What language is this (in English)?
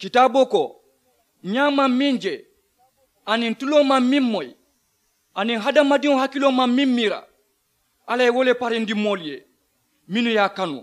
Mandingo